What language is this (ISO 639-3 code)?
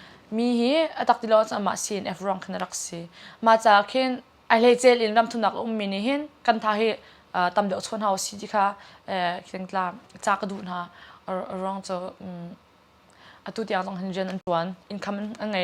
cnh